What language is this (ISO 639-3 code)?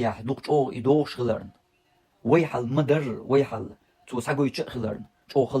che